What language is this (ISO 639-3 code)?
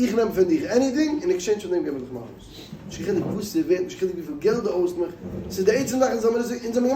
yid